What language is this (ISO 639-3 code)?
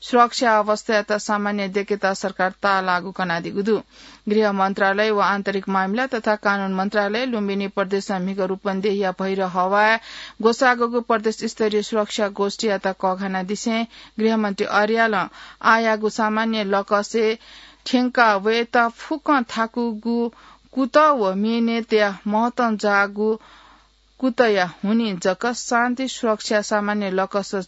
new